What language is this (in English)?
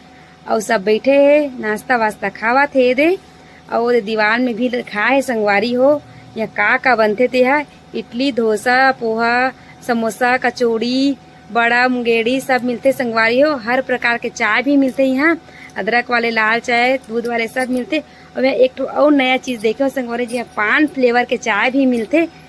Chhattisgarhi